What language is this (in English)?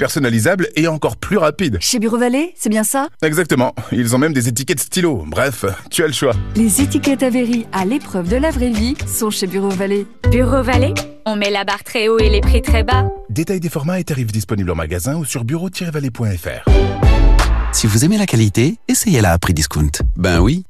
French